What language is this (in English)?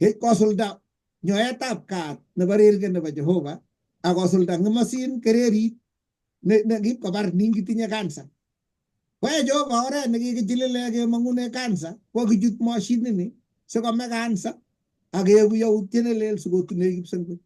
Kalenjin